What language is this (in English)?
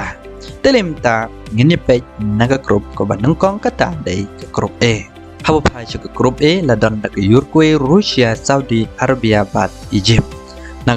Khasi